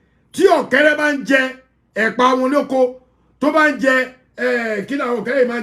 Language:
Yoruba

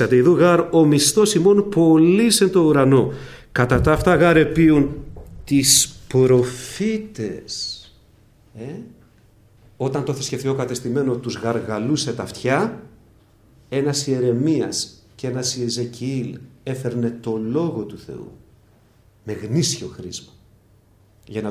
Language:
Greek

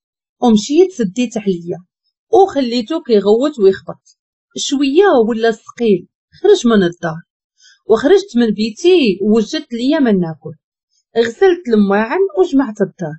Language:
Moroccan Arabic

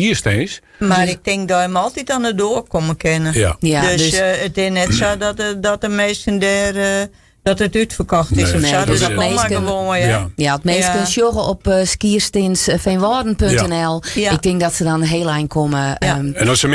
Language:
Western Frisian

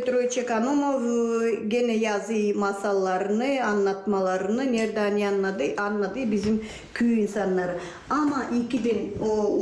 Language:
Gagauz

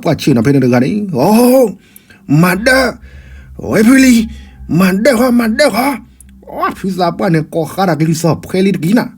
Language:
S'gaw Karen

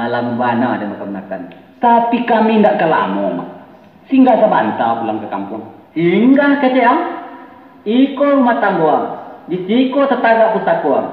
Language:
Minangkabau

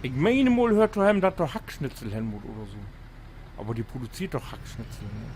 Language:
Low German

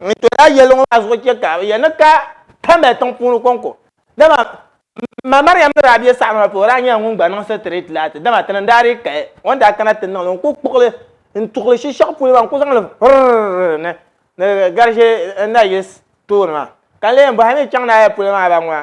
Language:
Dagbani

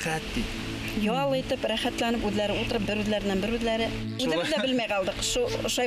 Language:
Bashkir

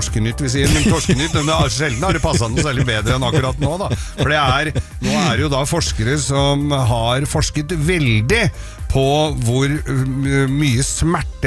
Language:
Norwegian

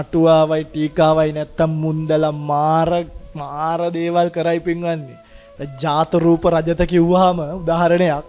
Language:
Sinhala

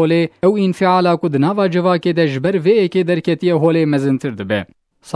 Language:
Kurdish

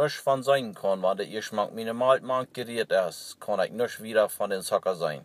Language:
Plautdietsch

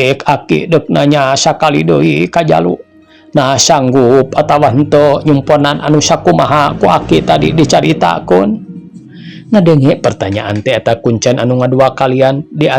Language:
Sundanese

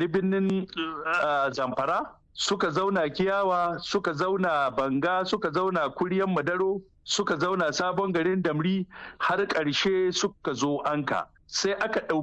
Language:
Hausa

